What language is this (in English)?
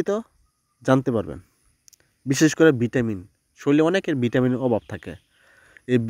Bangla